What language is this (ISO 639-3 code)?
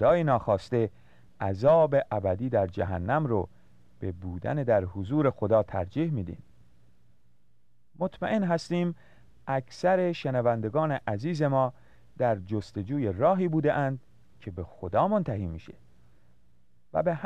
fas